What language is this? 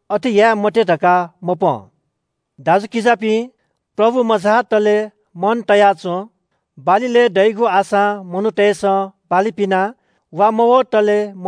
Newari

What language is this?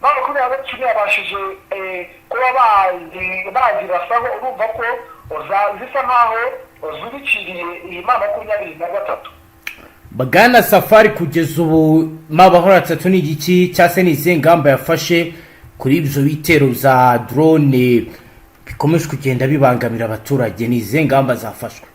Kinyarwanda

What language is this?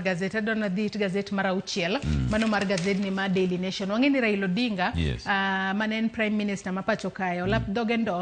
Luo (Kenya and Tanzania)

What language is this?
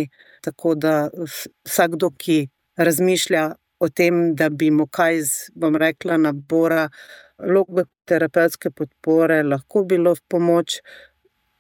Slovenian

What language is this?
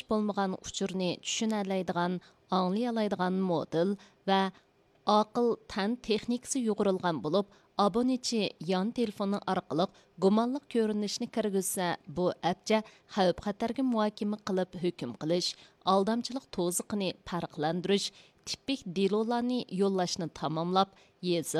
Uyghur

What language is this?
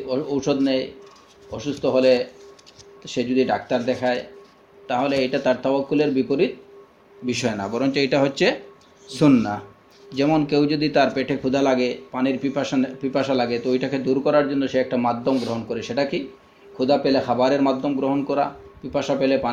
Bangla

